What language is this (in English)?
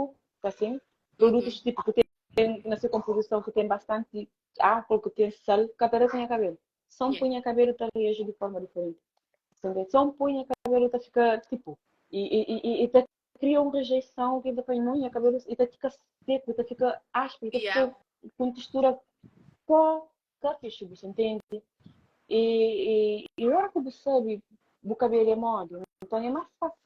Kabuverdianu